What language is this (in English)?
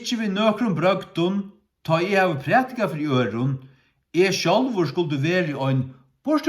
Faroese